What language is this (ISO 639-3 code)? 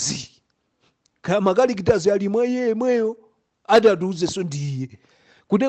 nya